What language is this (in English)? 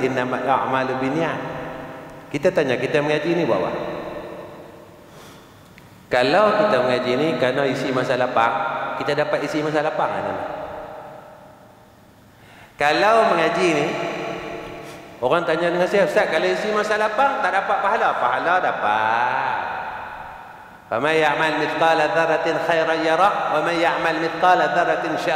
Malay